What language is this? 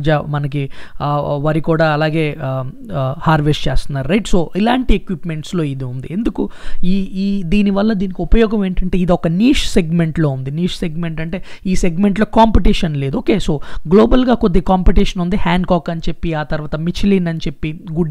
Telugu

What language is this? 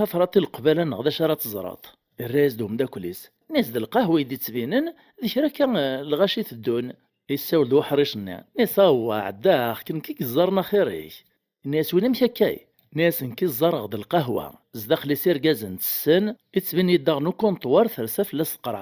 Kabyle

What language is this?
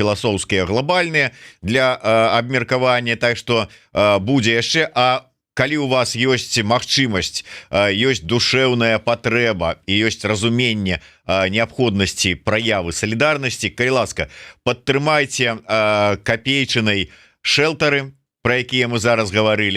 Belarusian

